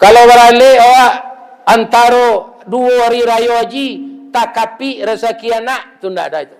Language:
Minangkabau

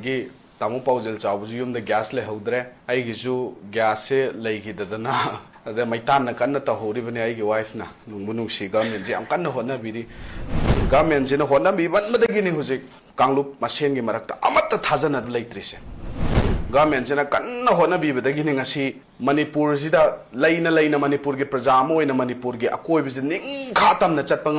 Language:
Manipuri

